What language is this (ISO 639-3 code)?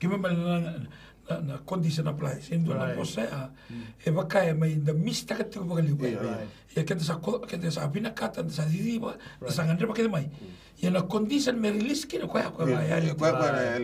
fij